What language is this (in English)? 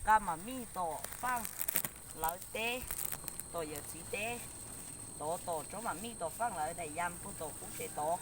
Hmong